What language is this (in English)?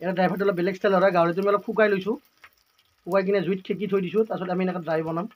Assamese